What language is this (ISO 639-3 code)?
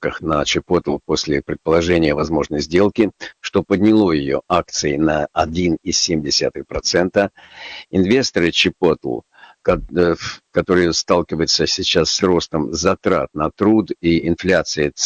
rus